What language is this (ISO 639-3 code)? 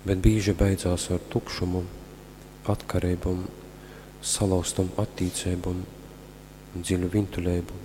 ltg